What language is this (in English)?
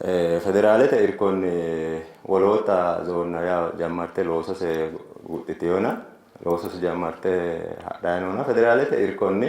Sidamo